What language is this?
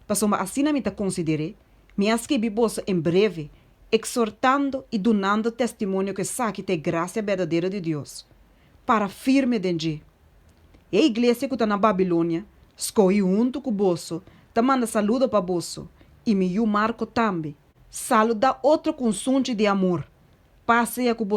Papiamento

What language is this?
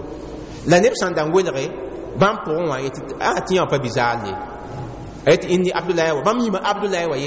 Mossi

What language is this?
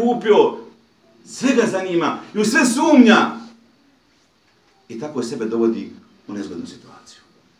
Bosnian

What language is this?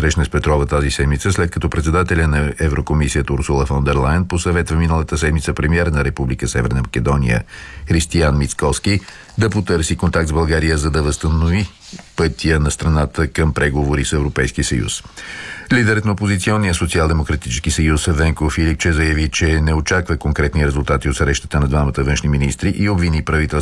Bulgarian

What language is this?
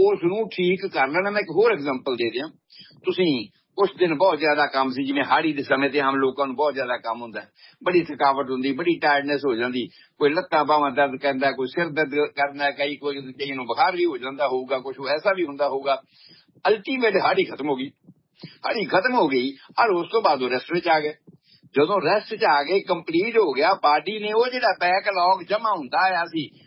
Punjabi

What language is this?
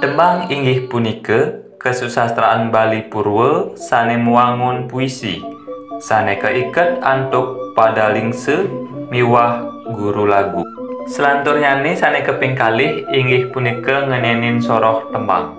Balinese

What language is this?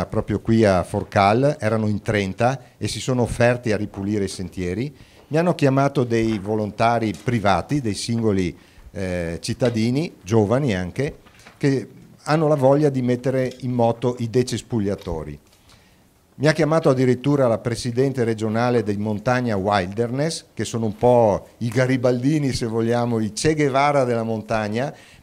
Italian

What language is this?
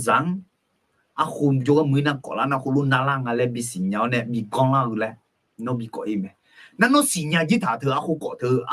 Akha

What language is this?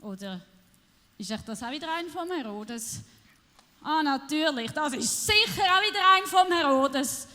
Swiss German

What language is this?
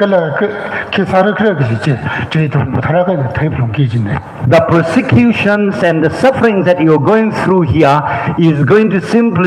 Tangkhul Naga (India)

